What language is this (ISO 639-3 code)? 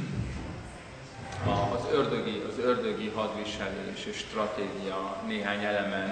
hun